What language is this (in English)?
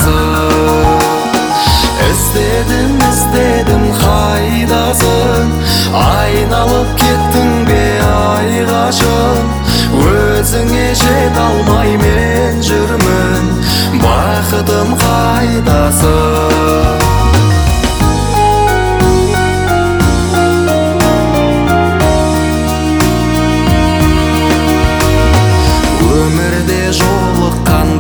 Kazakh